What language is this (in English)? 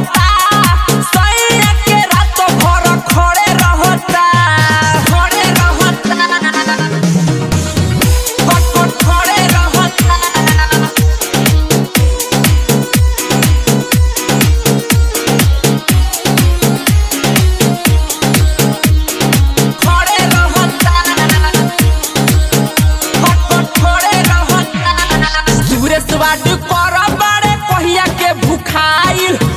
Bhojpuri